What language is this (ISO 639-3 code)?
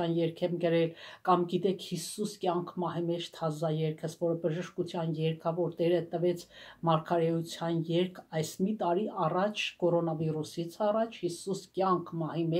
hye